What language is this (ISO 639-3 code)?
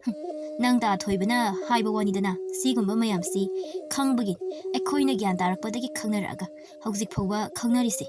mni